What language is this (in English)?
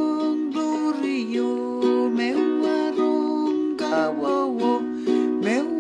Pohnpeian